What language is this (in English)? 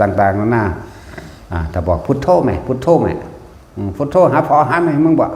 Lao